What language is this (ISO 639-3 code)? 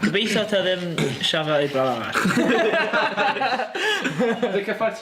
cym